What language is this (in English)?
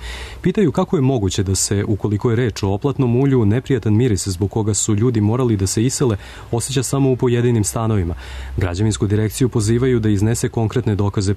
Serbian